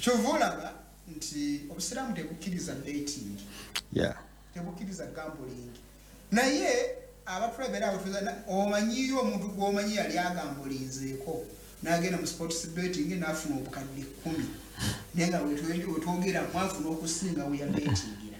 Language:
Ganda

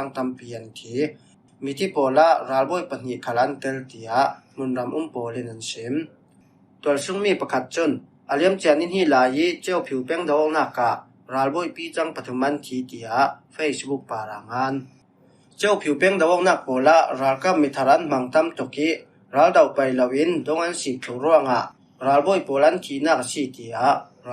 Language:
Falam Chin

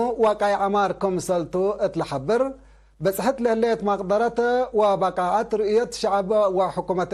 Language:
Tigre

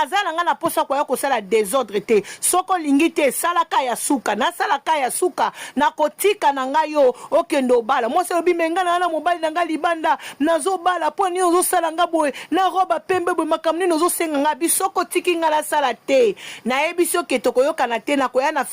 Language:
Lingala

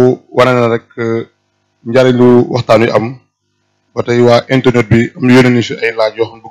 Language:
Wolof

